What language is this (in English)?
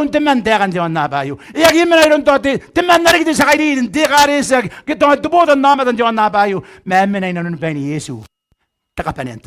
Gilbertese